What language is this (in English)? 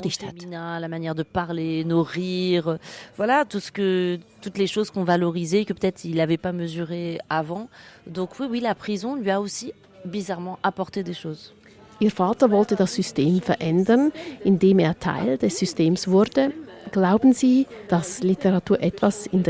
Swiss German